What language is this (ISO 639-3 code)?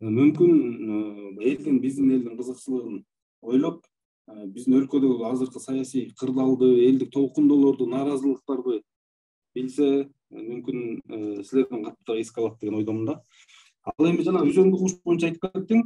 kir